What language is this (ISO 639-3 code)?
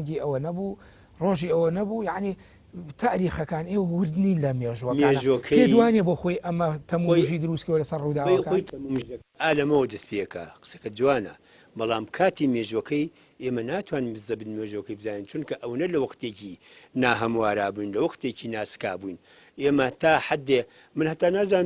ckb